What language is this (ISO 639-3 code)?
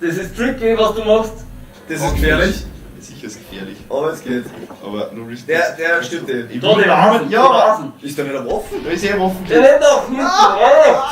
bar